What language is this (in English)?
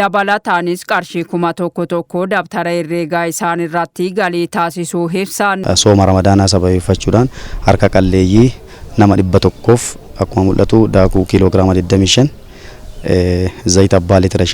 Oromo